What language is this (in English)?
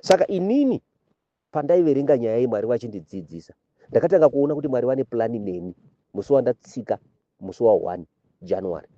Shona